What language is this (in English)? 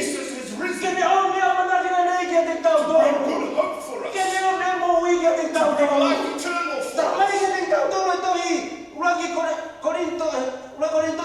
Tongan